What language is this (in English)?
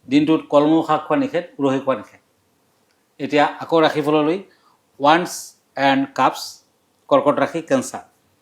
Assamese